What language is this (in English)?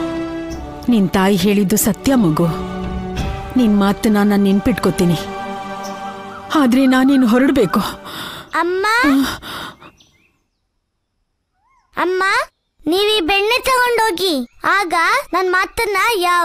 Kannada